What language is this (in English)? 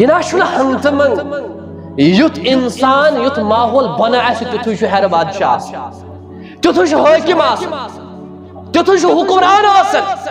Kashmiri